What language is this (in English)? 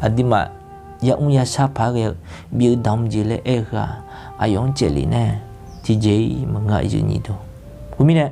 Akha